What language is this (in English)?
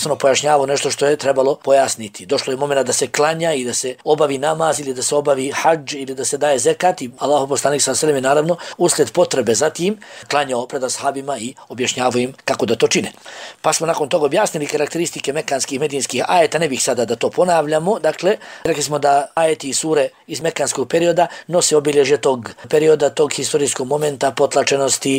Bosnian